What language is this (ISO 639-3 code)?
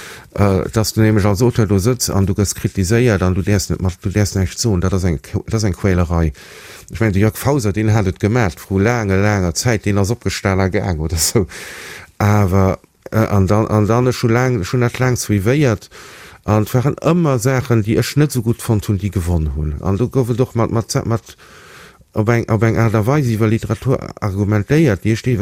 ltz